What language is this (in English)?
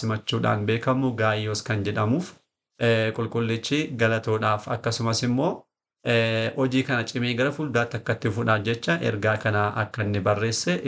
Oromo